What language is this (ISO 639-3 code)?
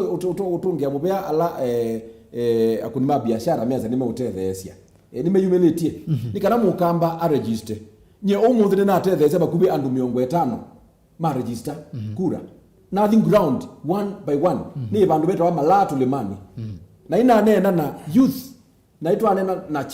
kam